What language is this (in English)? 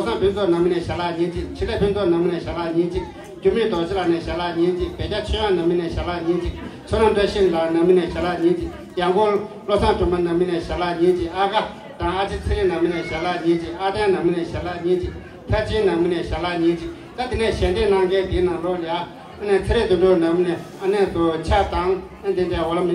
Tibetan